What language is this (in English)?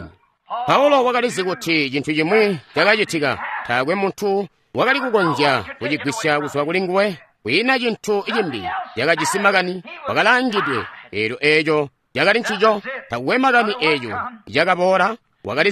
Tonga (Zambia)